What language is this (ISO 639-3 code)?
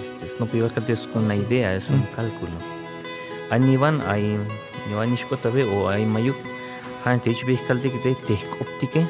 tzh